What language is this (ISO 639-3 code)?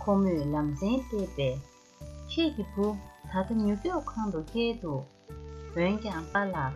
bod